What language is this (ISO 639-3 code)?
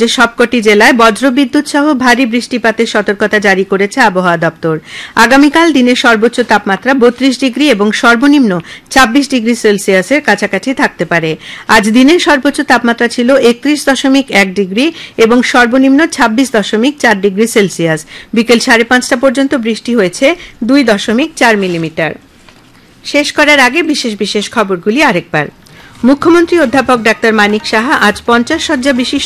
ben